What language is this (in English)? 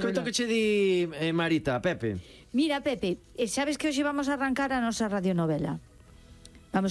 Galician